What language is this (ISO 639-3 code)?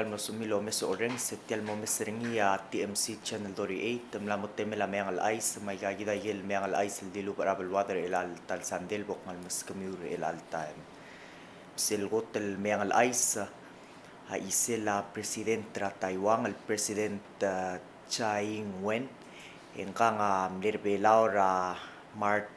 pau